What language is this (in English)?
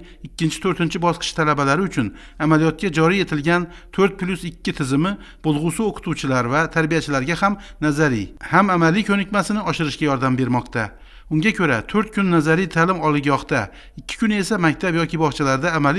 Uzbek